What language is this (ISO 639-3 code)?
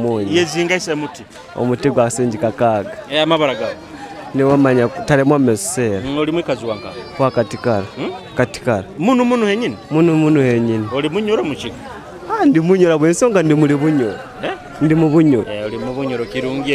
nyo